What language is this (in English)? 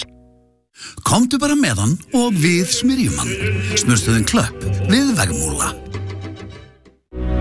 Icelandic